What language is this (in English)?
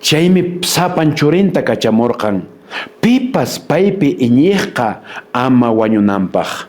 Quechua